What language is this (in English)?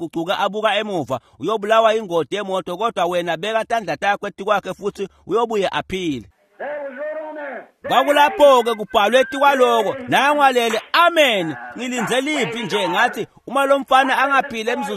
Swati